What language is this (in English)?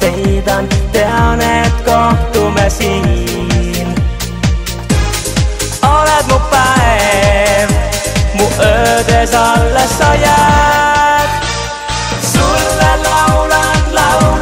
Estonian